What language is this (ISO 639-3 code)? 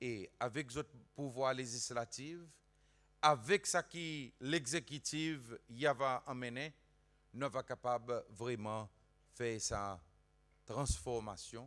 crs